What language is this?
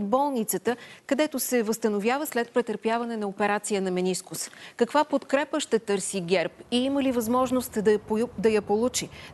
Bulgarian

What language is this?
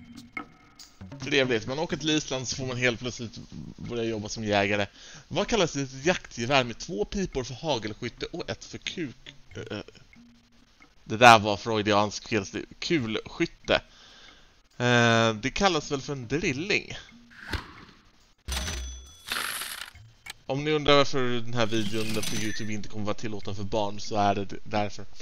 Swedish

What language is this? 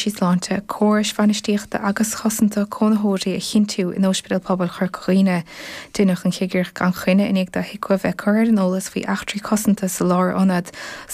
Irish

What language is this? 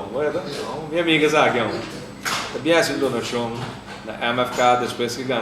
Papiamento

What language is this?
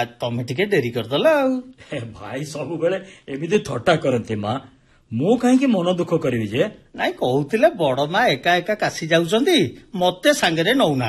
Odia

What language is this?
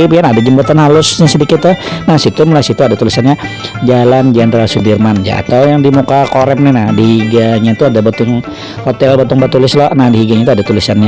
Banjar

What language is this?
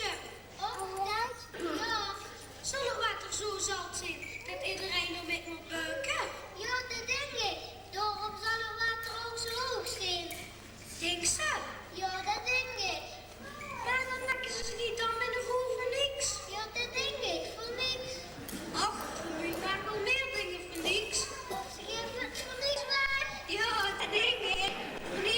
Limburgish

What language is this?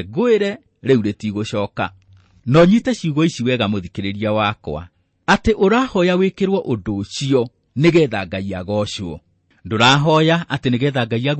Kikuyu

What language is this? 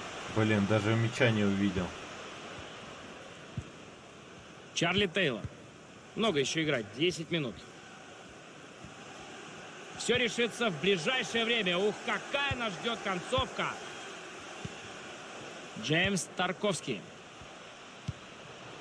Russian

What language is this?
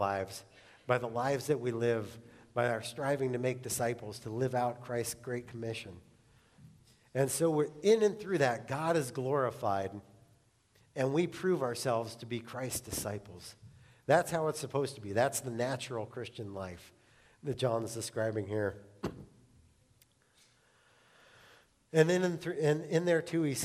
English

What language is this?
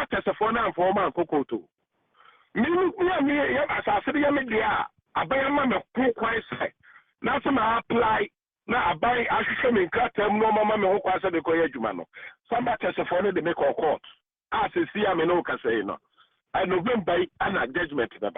Akan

